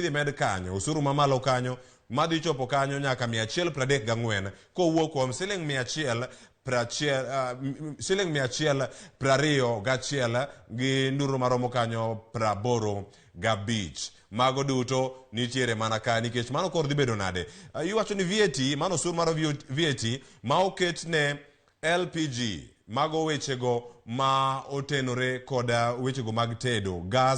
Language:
Luo (Kenya and Tanzania)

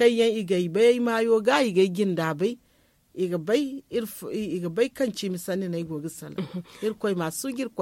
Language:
Zarma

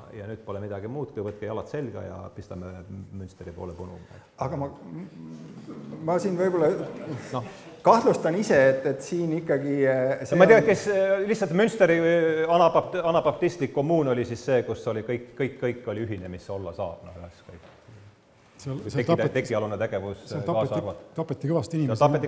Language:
Estonian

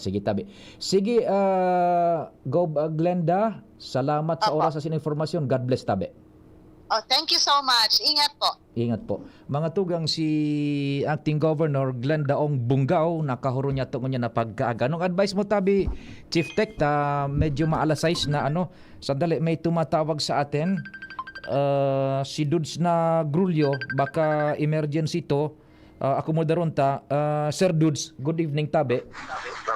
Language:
Bikol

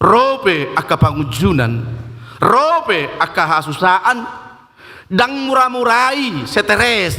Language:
Batak Toba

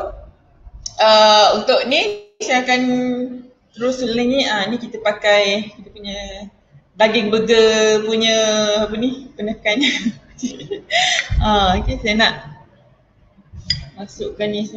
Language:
Malay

